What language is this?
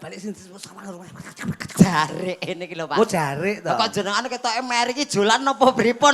Javanese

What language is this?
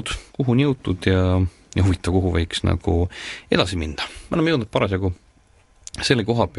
Estonian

